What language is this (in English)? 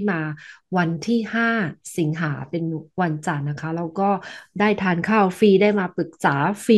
Thai